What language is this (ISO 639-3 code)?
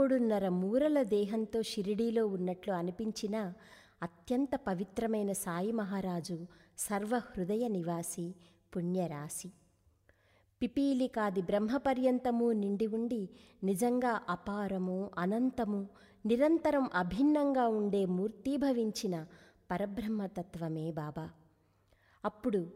tel